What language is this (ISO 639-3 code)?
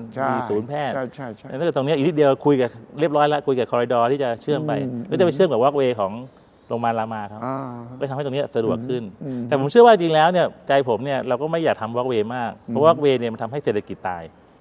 tha